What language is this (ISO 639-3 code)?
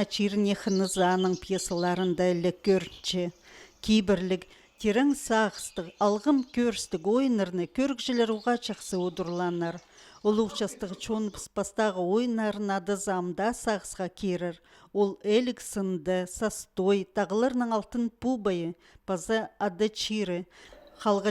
kjh